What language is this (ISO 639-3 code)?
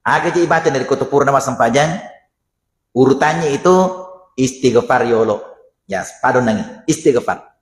bug